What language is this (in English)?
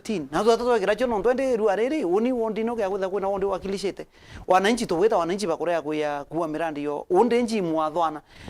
Meru